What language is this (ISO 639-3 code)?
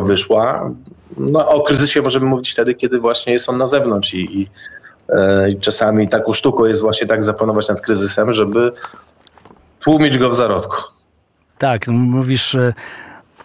pol